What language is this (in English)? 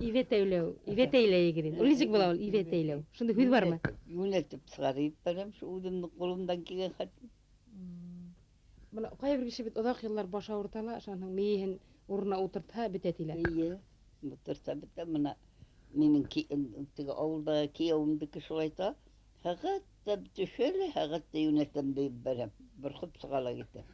Bashkir